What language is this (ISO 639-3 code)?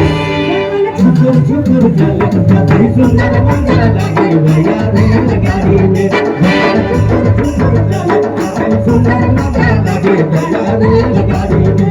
sck